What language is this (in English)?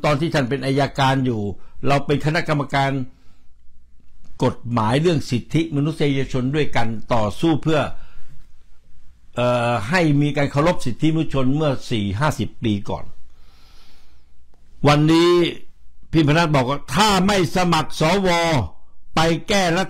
Thai